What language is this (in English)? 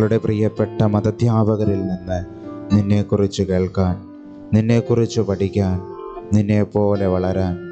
Malayalam